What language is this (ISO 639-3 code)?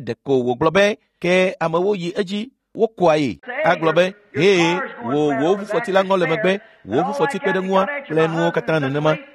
ewe